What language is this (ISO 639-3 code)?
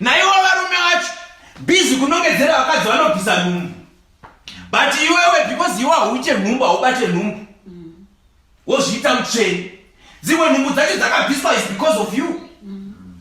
sna